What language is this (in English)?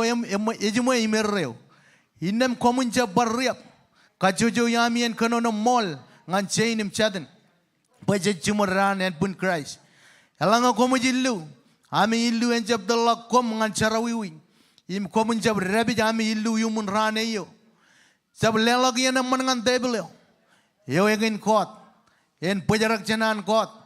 Marshallese